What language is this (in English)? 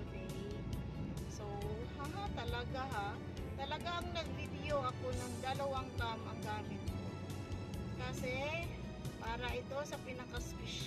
Filipino